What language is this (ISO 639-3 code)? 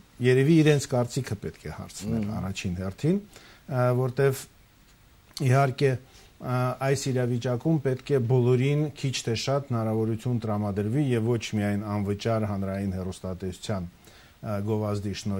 hye